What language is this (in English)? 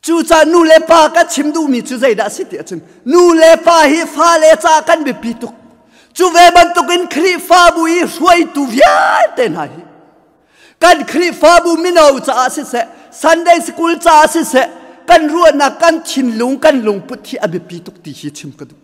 Hakha Chin